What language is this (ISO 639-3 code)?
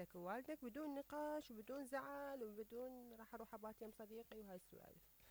acm